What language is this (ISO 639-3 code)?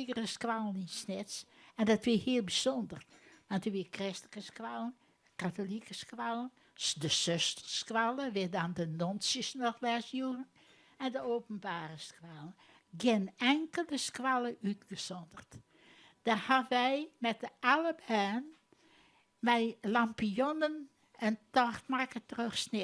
fry